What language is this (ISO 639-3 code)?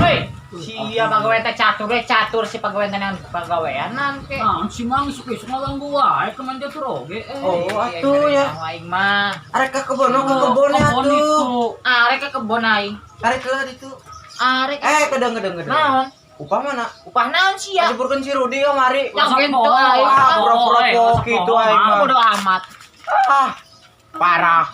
sun